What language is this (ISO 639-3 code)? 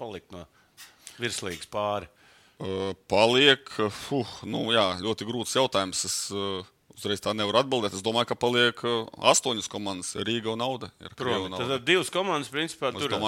lav